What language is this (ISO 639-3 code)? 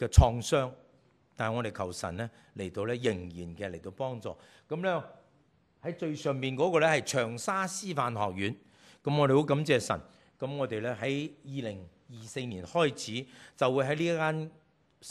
yue